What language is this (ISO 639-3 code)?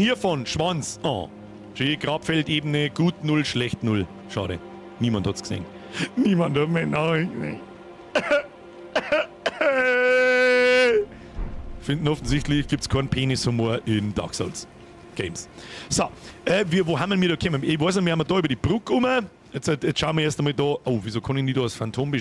bar